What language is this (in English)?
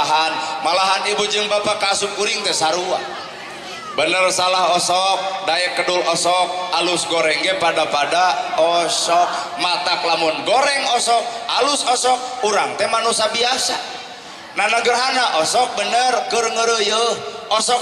Sundanese